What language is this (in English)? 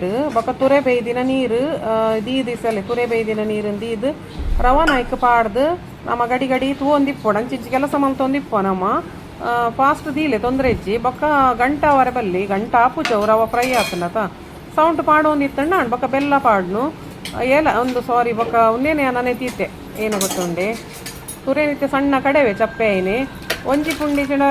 Tulu